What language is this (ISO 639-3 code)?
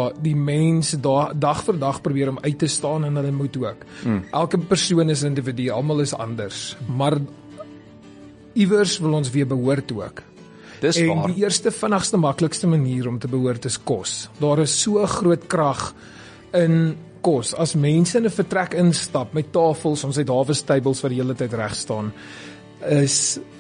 afr